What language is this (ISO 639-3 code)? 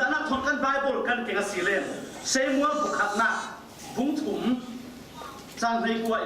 cfm